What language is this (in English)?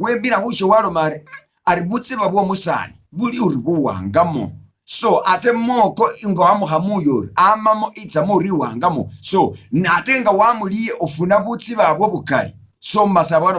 Masaaba